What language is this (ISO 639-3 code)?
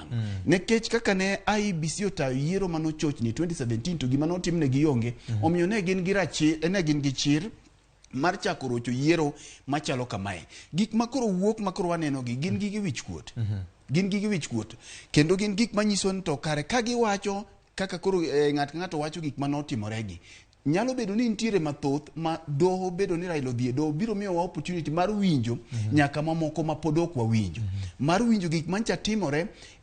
luo